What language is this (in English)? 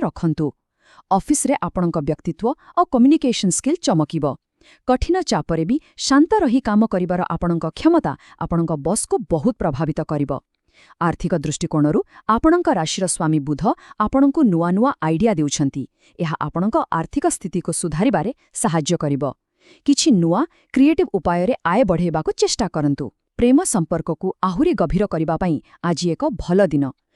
Odia